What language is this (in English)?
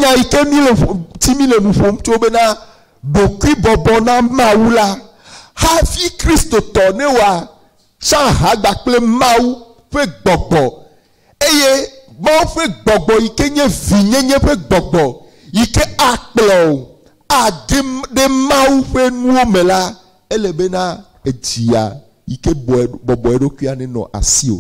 Ewe